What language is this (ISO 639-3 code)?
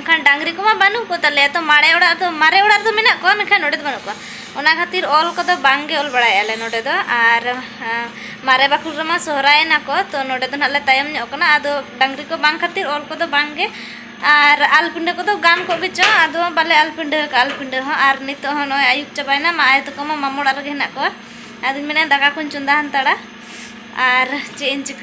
sat